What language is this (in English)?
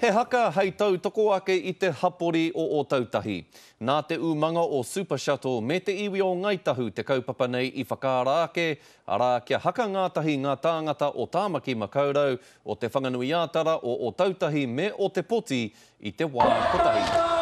Māori